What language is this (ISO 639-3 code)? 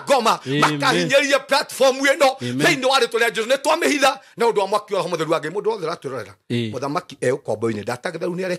kik